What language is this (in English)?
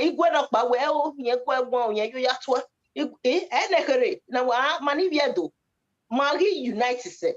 Bini